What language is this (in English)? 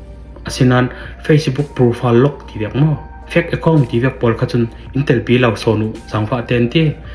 Falam Chin